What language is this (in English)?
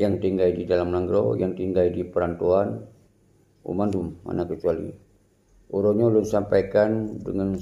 Achinese